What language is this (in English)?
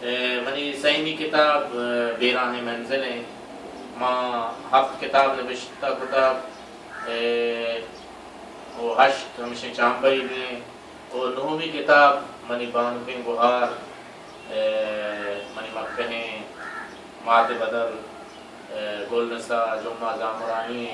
Baluchi